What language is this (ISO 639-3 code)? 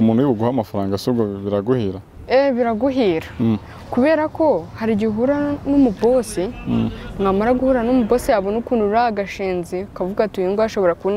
kin